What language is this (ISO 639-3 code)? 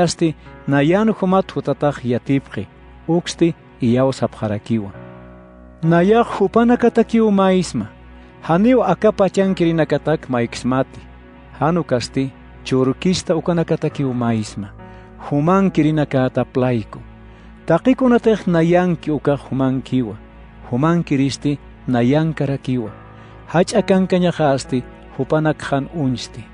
aym